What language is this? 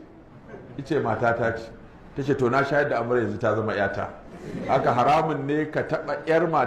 Hausa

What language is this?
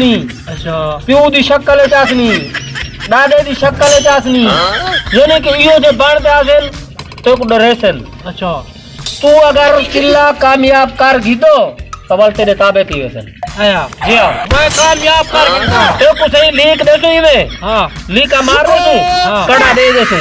Saraiki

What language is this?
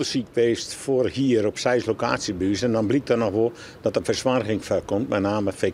Western Frisian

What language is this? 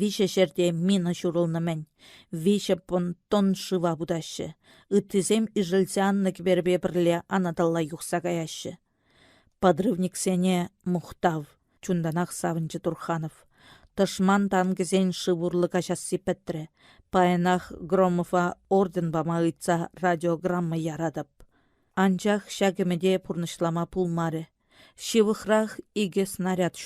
Chuvash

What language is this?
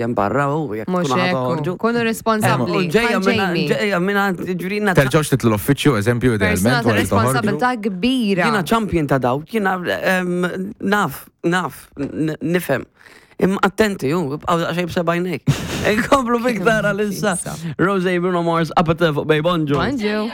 Maltese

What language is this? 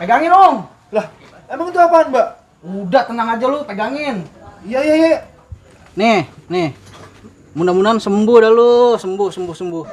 Betawi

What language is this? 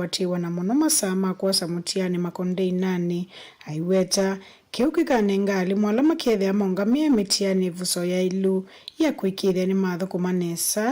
Kamba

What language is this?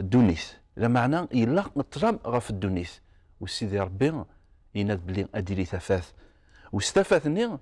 Kabyle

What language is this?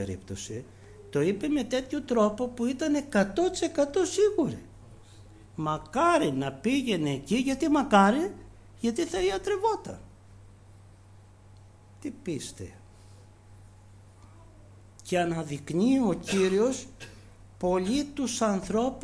Greek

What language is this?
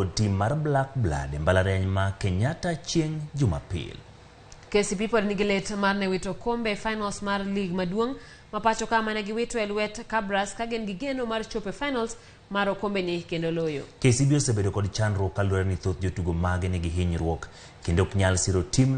Luo (Kenya and Tanzania)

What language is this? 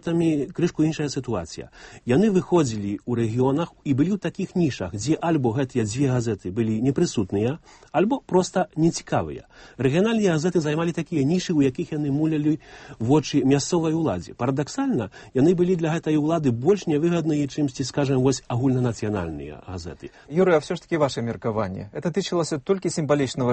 Belarusian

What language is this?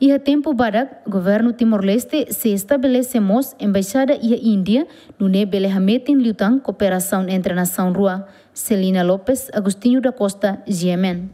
Tetum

